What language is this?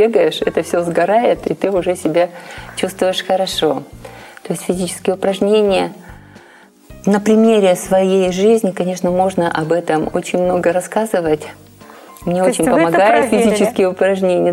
Russian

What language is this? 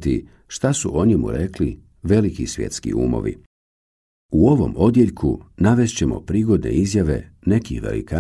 Bosnian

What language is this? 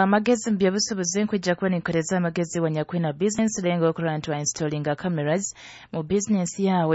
Nyoro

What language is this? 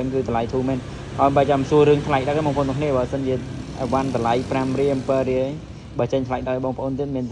Khmer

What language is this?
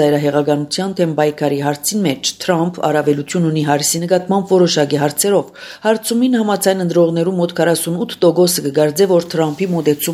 Armenian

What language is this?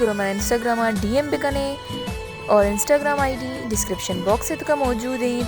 Baluchi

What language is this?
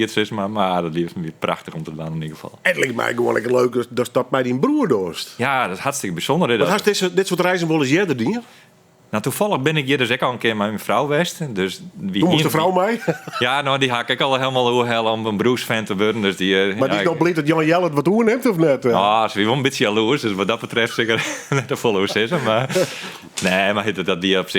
Western Frisian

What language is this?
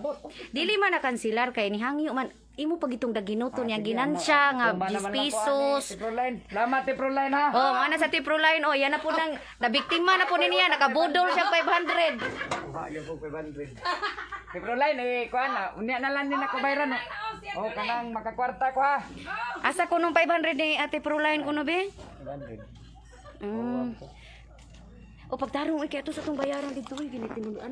Cebuano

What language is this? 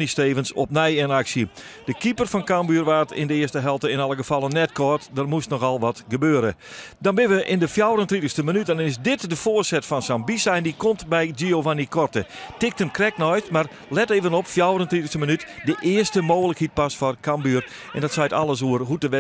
Western Frisian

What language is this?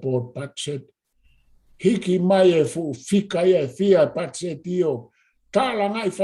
Tongan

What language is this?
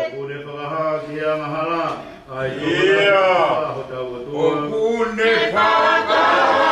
Tongan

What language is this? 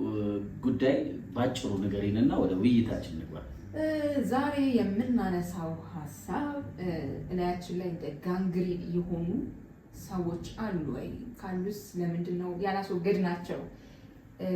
Amharic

